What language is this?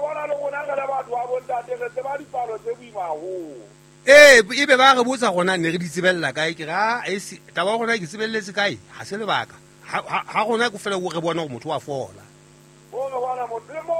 Southern Sotho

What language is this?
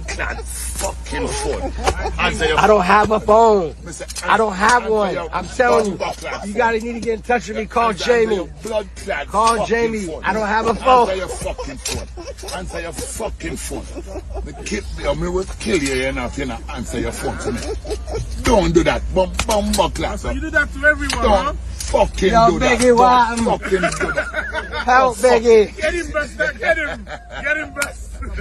Jamaican Creole English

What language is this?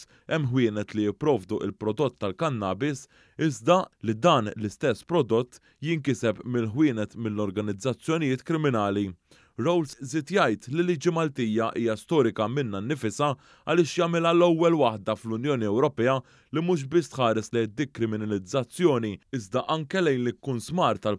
Maltese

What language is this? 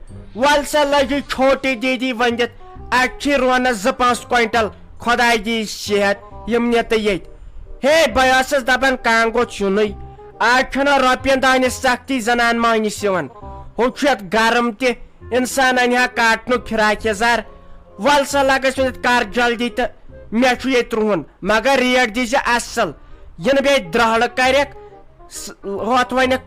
Kashmiri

